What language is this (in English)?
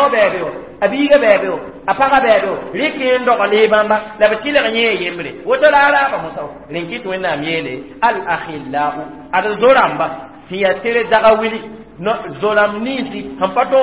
Mossi